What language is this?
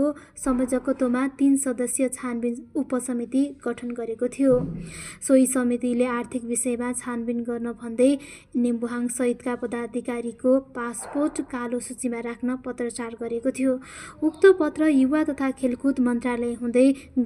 Nepali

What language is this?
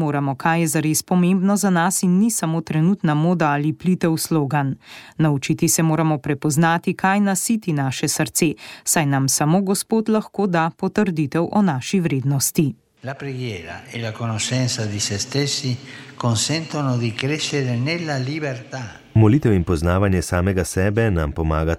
Slovenian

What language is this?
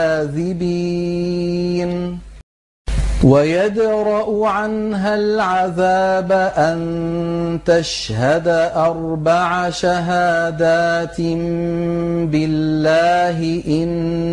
Arabic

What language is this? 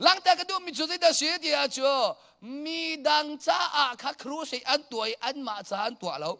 Hakha Chin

